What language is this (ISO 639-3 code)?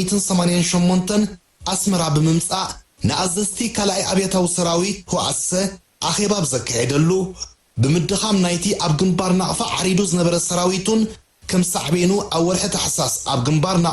tir